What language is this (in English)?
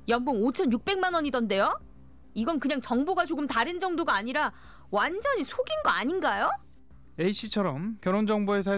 Korean